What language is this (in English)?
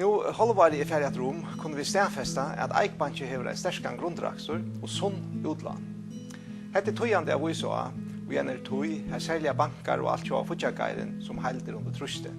Faroese